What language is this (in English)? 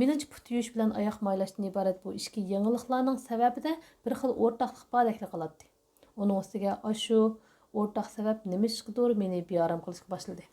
Uyghur